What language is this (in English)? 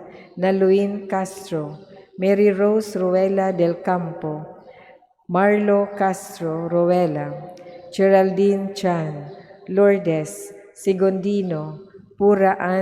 Cebuano